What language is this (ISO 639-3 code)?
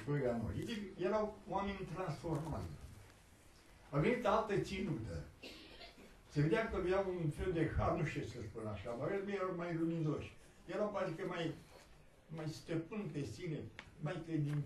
ron